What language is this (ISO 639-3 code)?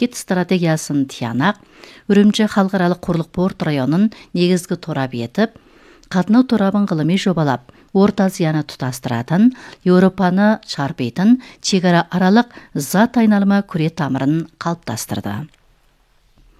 kaz